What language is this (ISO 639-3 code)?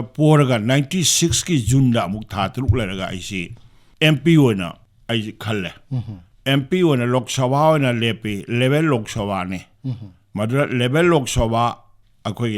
mni